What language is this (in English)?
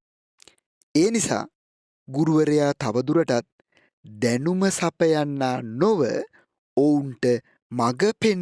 Sinhala